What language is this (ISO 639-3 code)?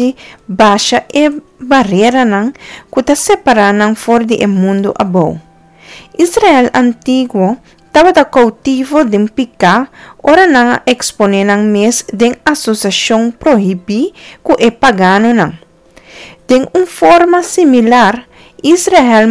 pap